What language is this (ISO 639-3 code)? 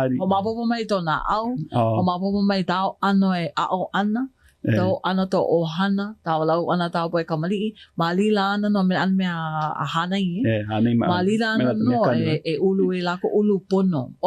haw